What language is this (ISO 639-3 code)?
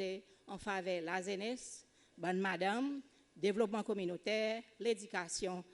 crs